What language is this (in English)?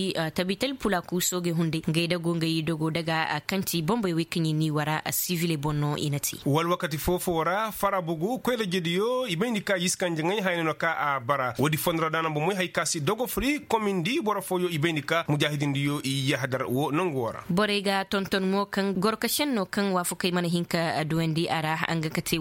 Koyraboro Senni